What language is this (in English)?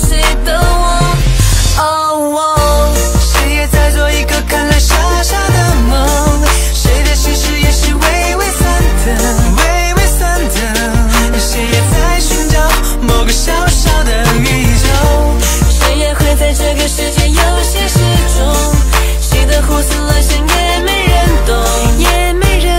Chinese